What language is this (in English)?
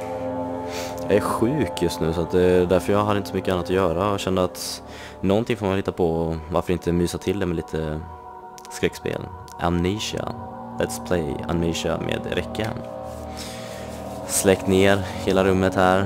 Swedish